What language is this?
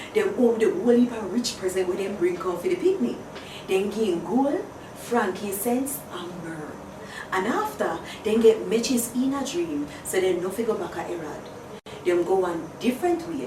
Jamaican Creole English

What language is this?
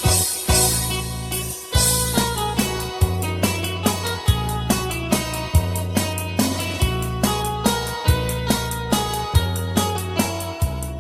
Iloko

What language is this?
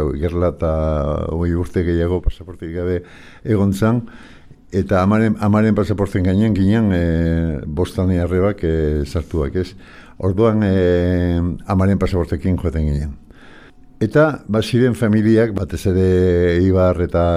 Basque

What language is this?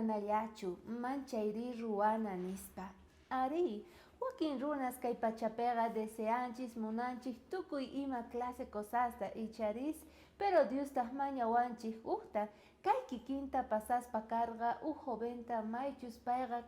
South Bolivian Quechua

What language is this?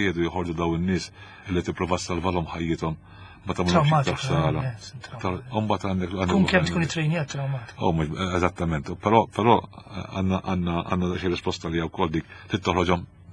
Maltese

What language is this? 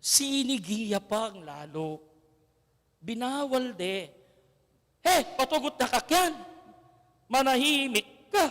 Pampanga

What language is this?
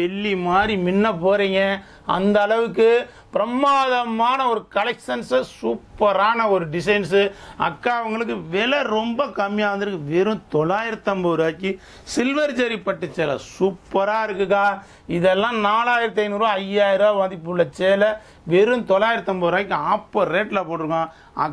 Tamil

